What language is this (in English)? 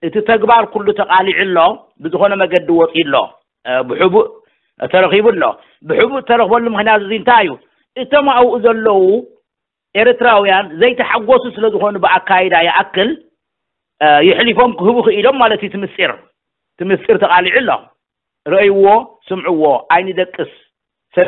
Tigrinya